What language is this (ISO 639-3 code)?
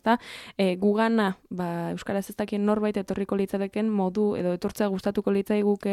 eus